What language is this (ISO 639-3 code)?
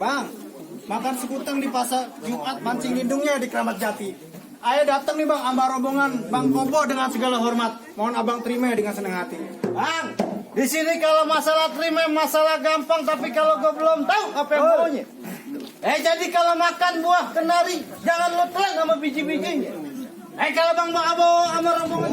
bew